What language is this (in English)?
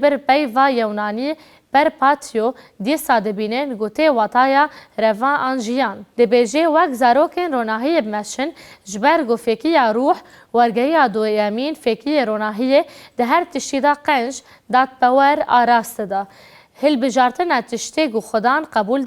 Kurdish